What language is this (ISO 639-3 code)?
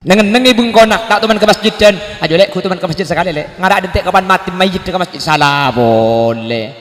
mad